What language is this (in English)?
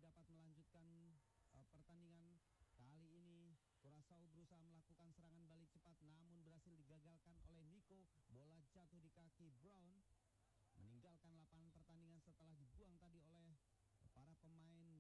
Indonesian